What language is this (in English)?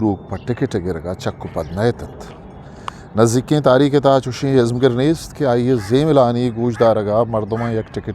Eastern Balochi